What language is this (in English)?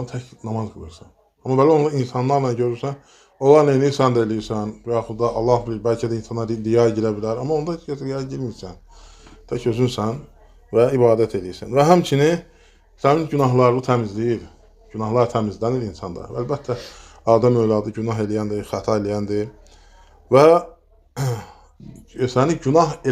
Azerbaijani